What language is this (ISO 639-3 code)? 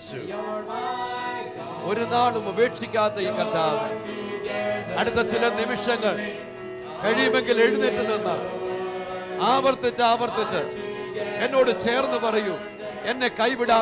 mal